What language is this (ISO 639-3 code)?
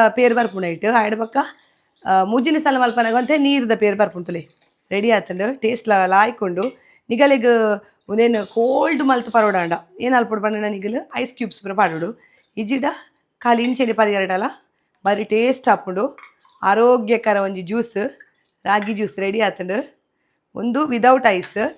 tcy